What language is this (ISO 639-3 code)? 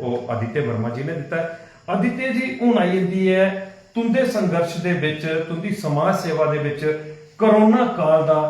doi